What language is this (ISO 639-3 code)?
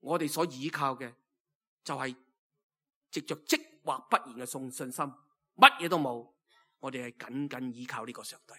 yue